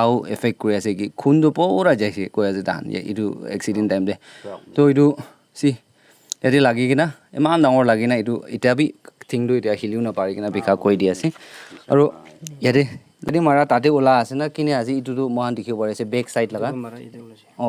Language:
Naga Pidgin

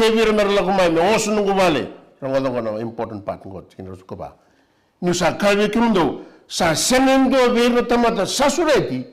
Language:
Fijian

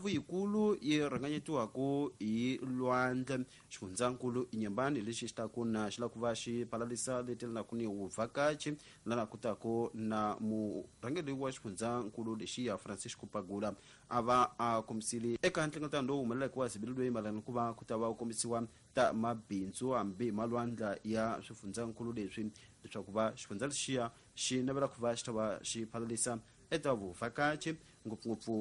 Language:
Tsonga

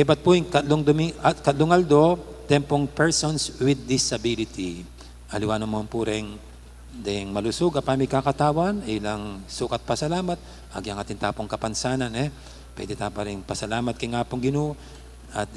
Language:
Pampanga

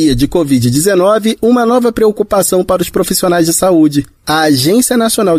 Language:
Portuguese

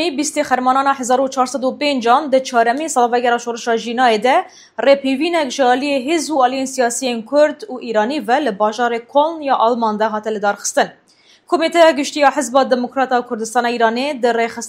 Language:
Kurdish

